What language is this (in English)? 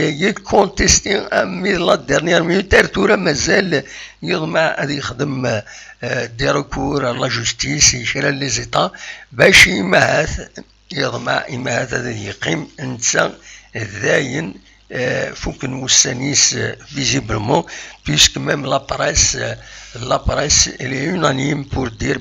Kabyle